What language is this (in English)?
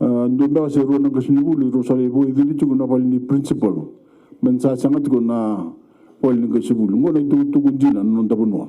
Fijian